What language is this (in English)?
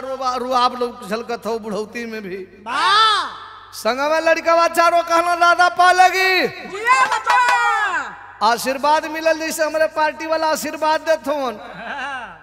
Bhojpuri